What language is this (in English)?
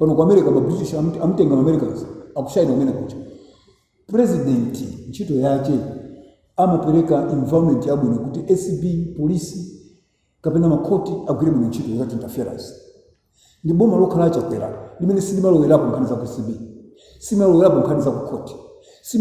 Nyanja